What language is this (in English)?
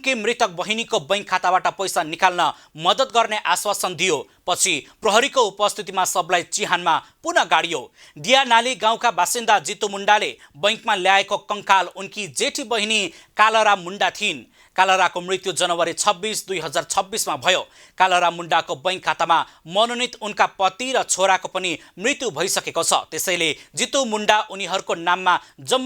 Nepali